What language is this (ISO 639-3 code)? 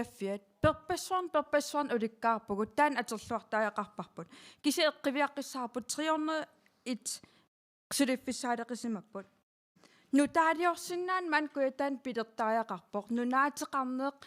kal